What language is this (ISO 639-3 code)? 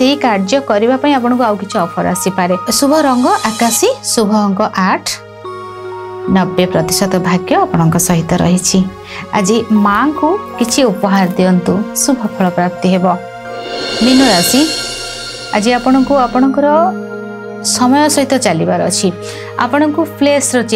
ori